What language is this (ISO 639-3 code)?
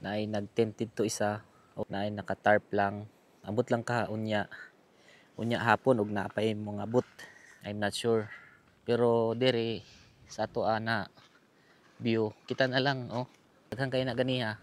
ceb